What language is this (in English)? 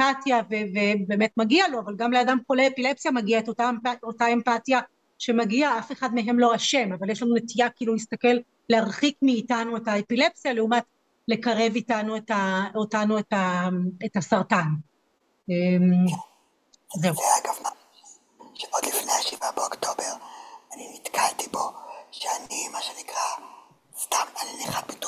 Hebrew